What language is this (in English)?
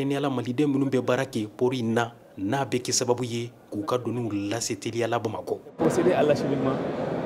Bambara